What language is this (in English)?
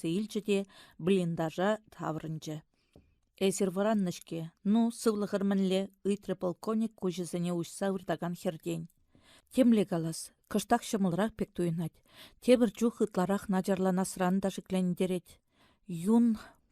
Chuvash